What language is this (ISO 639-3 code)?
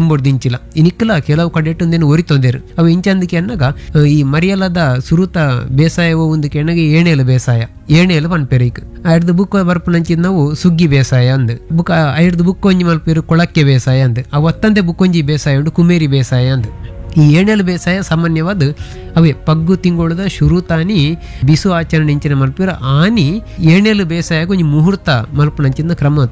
tcy